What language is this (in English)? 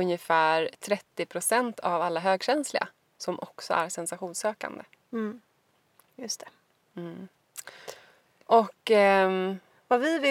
Swedish